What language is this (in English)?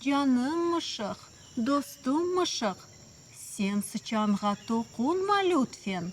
Crimean Tatar